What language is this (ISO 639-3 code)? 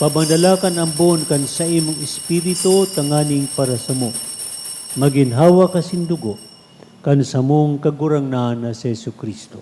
bik